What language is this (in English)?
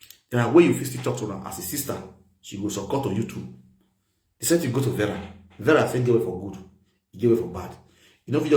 Nigerian Pidgin